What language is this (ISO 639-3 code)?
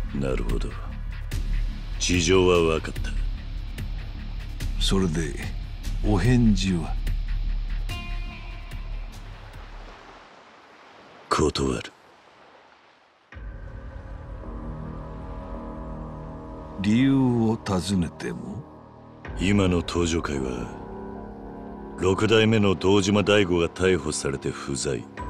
jpn